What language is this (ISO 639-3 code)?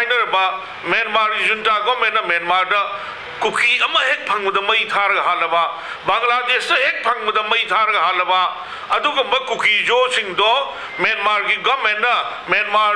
mni